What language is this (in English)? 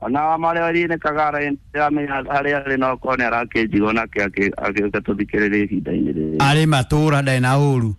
Kikuyu